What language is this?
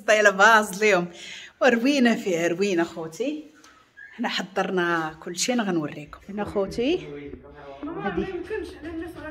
Moroccan Arabic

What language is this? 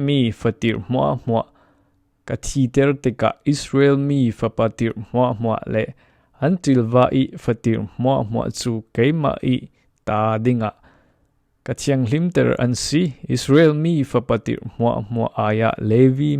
Falam Chin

